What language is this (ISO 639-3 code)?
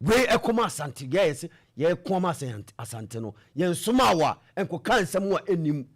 aka